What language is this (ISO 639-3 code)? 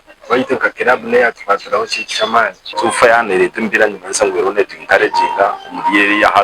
nyn